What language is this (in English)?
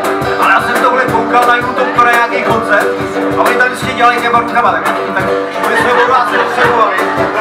Czech